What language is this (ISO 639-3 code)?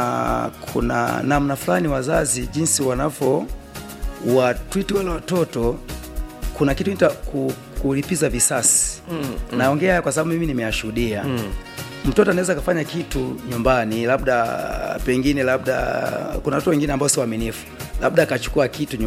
swa